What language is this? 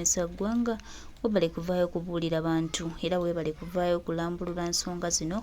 Ganda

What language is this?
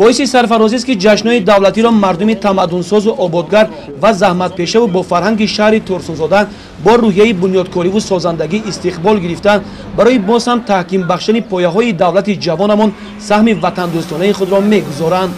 Tajik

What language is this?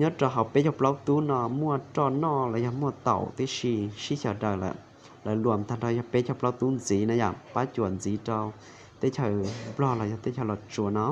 Hmong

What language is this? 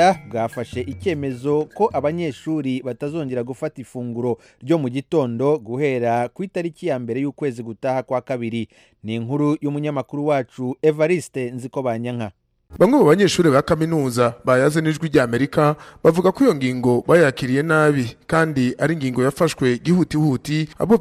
Kinyarwanda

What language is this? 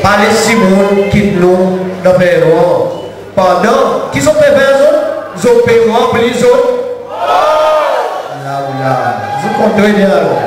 Seselwa Creole French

